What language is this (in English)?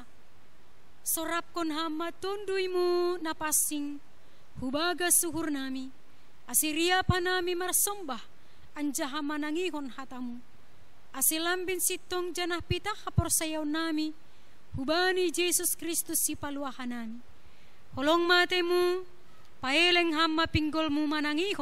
Batak Simalungun